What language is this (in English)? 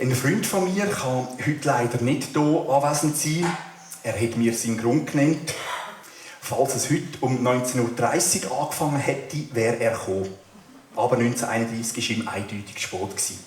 Swiss German